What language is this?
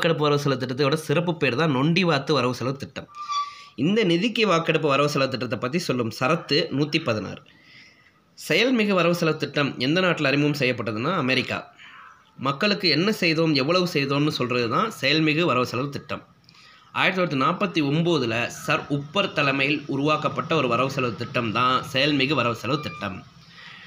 Tamil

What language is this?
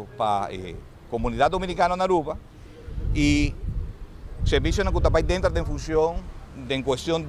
Papiamento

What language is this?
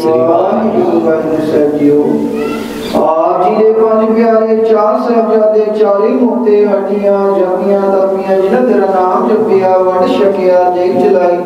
Punjabi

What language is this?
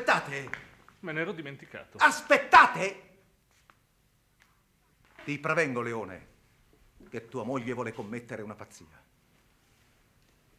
Italian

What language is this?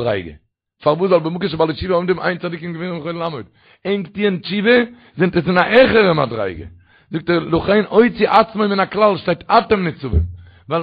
Yiddish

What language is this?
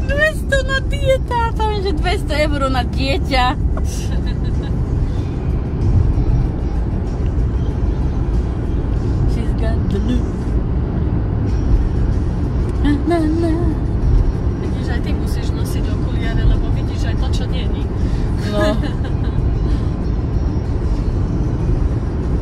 Slovak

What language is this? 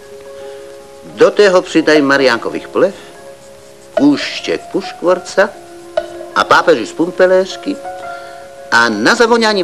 Czech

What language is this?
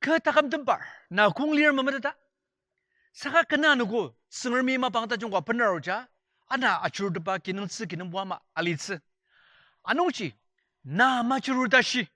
Ao Naga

